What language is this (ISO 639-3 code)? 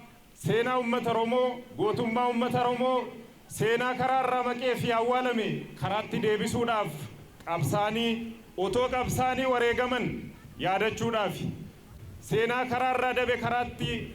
orm